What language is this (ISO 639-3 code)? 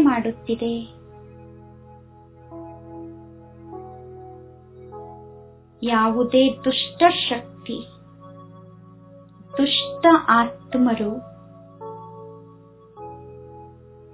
kan